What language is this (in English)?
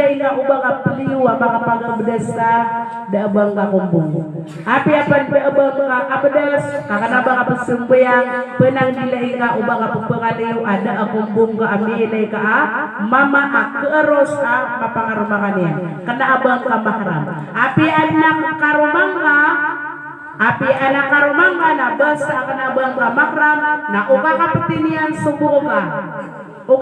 Maranao